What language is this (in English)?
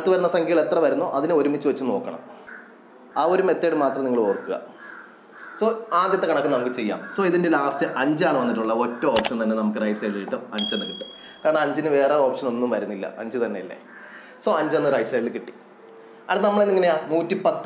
Malayalam